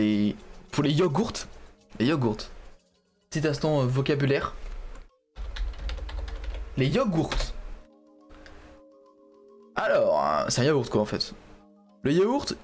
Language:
French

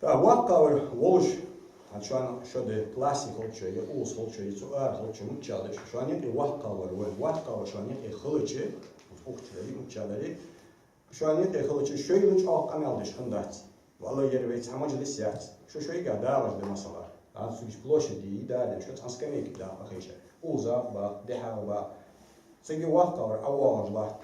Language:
Ingush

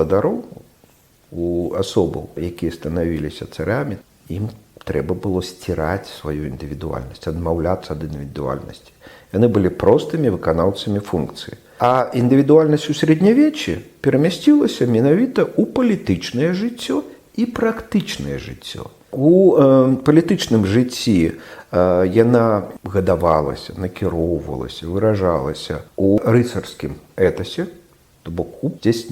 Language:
Belarusian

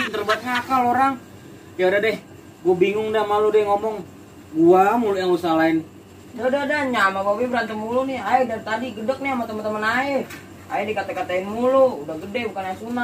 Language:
Betawi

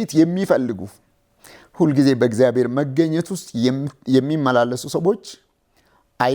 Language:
Amharic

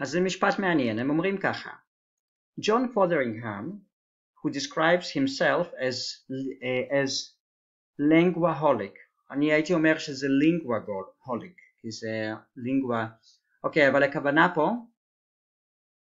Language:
Hebrew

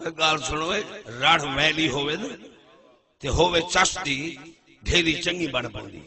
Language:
Saraiki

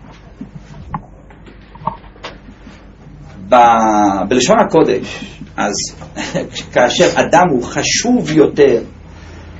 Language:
Hebrew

